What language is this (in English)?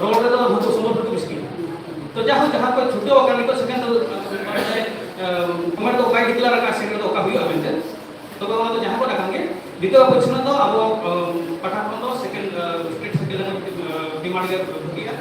Santali